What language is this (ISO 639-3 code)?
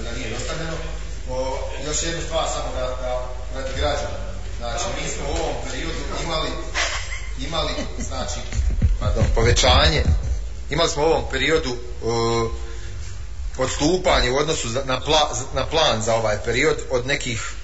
bos